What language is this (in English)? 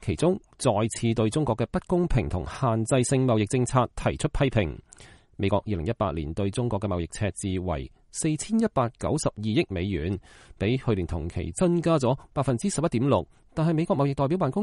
Cantonese